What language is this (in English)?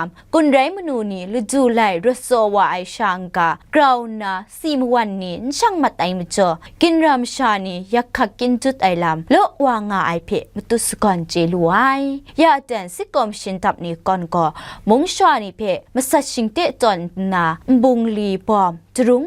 Kachin